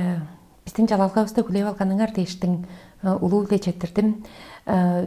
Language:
Tuvinian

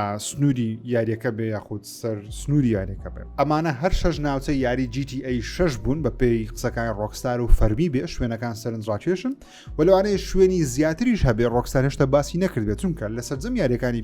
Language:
Central Kurdish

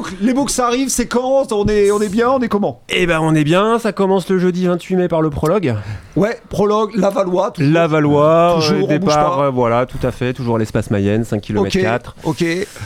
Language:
French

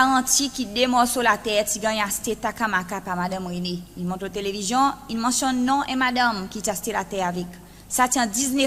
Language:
Seselwa Creole French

